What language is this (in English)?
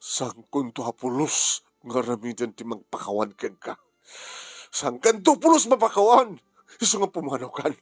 Iloko